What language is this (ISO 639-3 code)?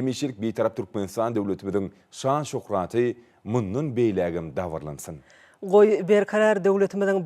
tuk